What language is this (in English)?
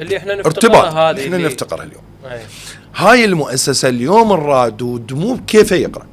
Mesopotamian Arabic